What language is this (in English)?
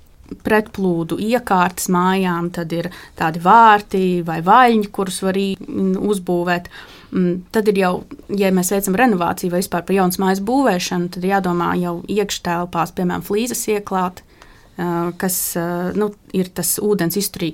Latvian